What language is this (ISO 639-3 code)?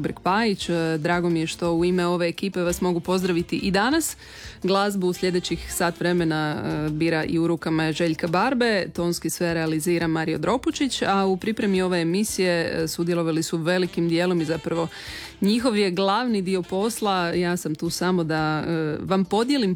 hrv